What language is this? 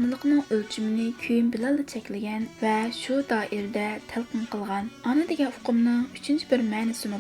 Uyghur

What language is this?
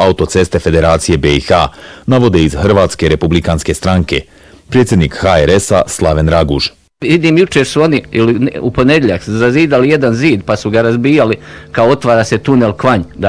Bosnian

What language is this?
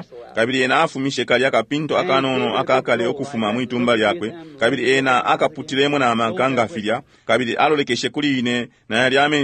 Bemba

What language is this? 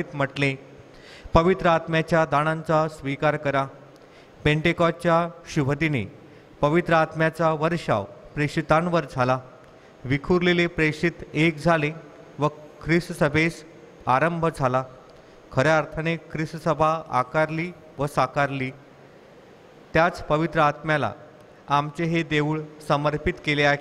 Marathi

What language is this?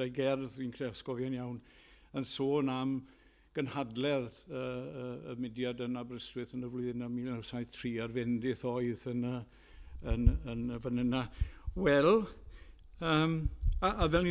Welsh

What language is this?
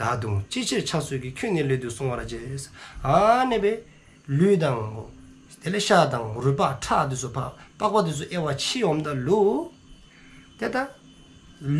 Dzongkha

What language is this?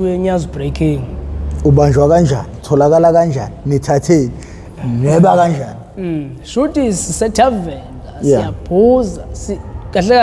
Zulu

